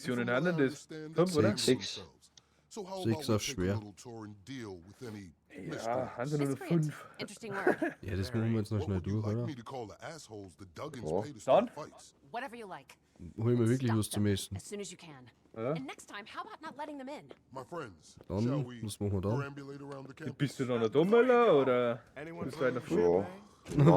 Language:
Bavarian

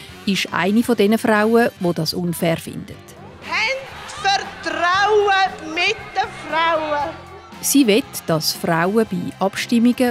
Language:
Swiss German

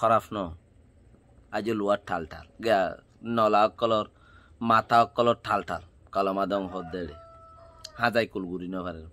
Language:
Rohingya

